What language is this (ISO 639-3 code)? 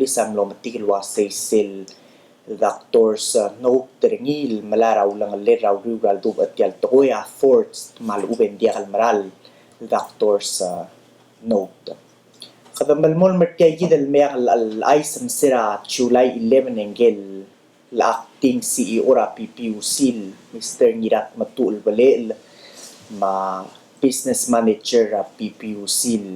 pau